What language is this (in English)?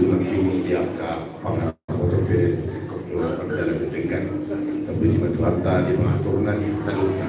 Batak Toba